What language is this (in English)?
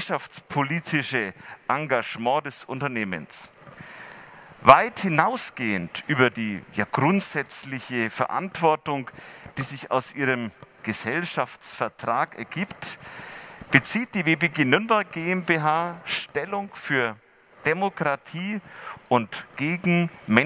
German